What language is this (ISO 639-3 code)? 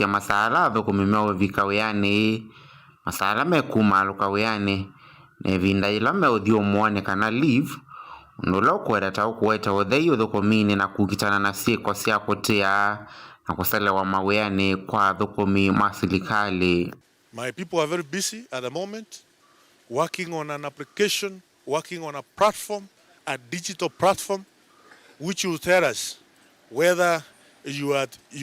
kam